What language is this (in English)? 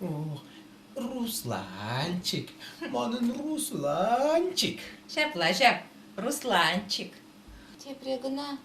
Chuvash